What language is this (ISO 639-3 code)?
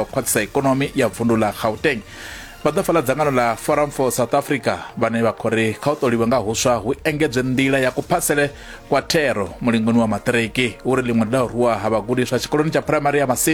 ven